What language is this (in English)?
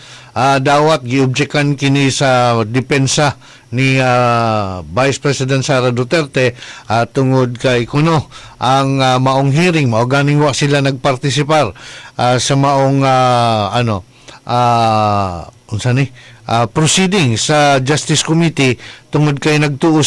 Cebuano